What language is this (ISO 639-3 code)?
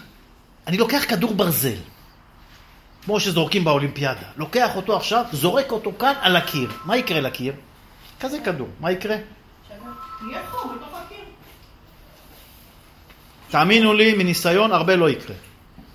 heb